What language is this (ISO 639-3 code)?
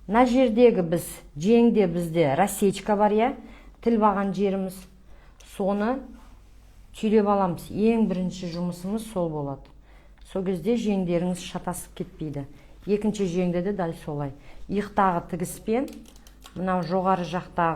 kaz